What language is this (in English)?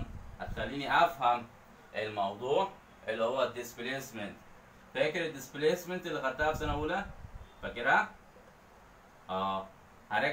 Egyptian Arabic